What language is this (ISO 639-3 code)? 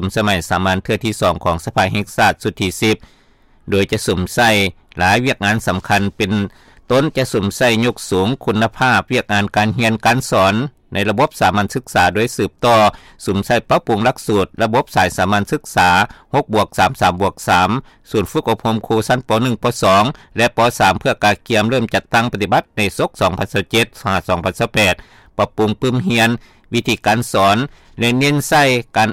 lao